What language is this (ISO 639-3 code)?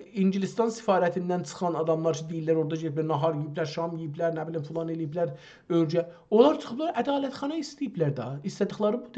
azb